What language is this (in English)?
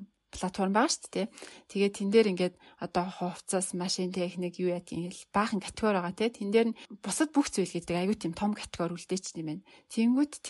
Mongolian